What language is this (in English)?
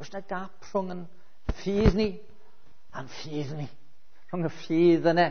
Welsh